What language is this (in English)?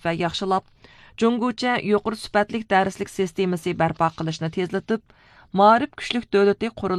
Uyghur